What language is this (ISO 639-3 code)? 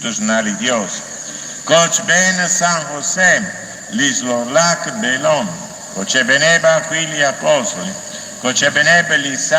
kek